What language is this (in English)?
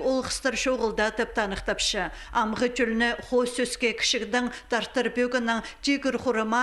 Khakas